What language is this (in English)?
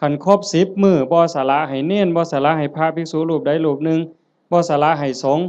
Lao